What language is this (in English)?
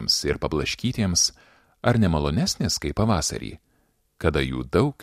Lithuanian